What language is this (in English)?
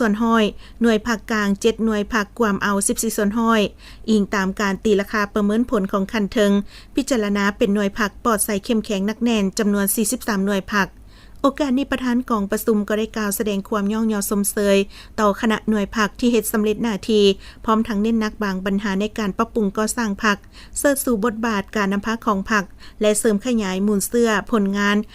Lao